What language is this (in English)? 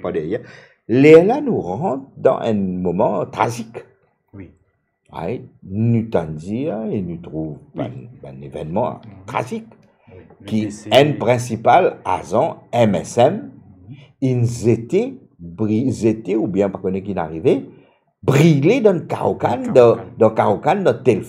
Morisyen